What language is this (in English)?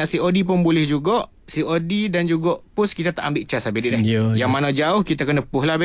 Malay